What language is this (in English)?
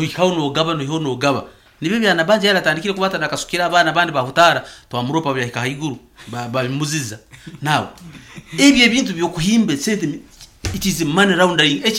Nyankole